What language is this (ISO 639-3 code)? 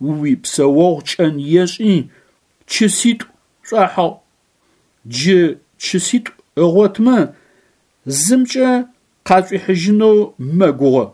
ady